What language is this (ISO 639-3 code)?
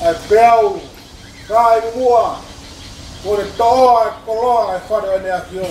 ton